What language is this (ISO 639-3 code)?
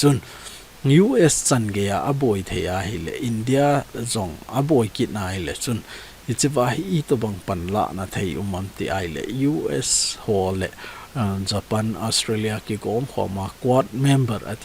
tcz